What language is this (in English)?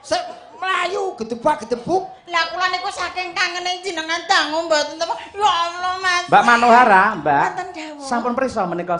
Javanese